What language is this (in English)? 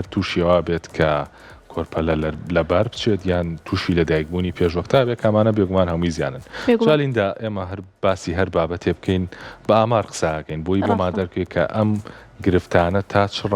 Central Kurdish